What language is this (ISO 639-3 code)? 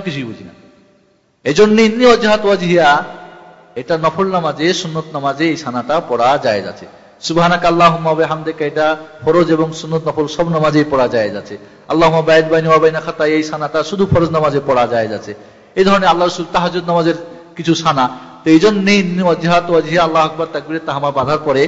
ben